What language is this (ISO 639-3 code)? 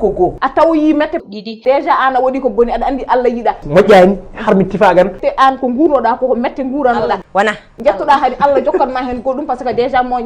ful